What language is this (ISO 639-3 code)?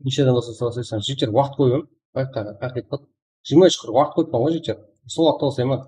kaa